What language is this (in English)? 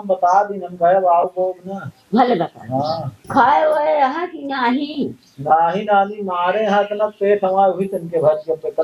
Awadhi